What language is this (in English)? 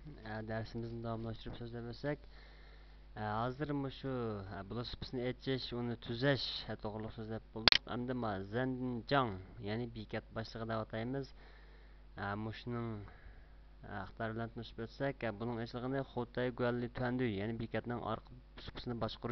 Uyghur